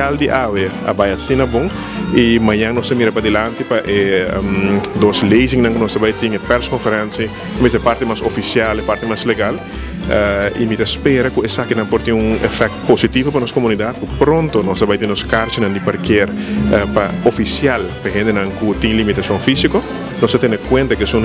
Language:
Papiamento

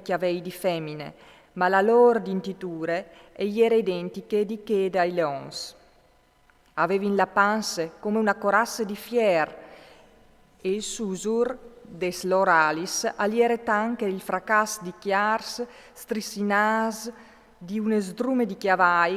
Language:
Friulian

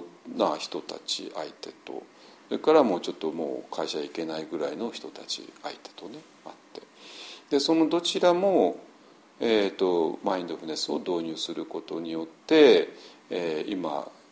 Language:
Japanese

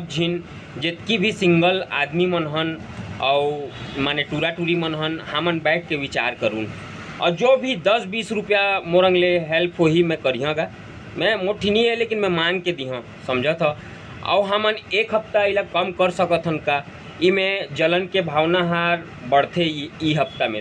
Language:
Chhattisgarhi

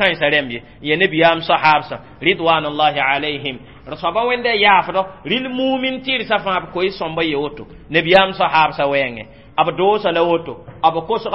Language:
Mossi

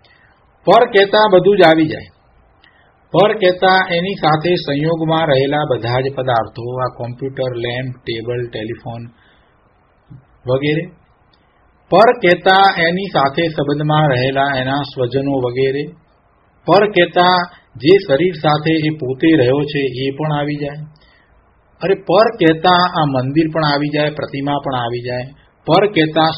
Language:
Gujarati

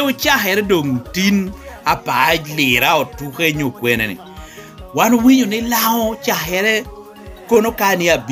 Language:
Lango (Uganda)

